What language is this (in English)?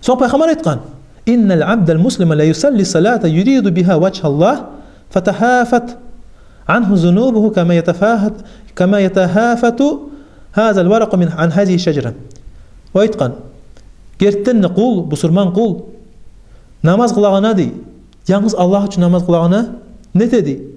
Kumyk